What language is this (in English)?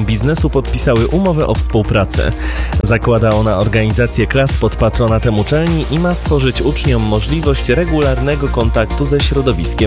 Polish